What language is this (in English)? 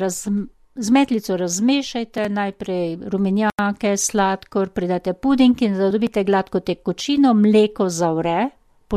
Slovenian